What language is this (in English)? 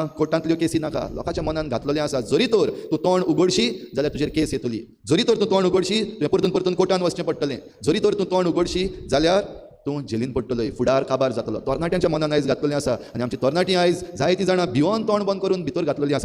Konkani